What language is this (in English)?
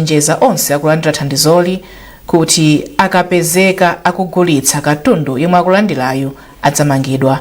Nyanja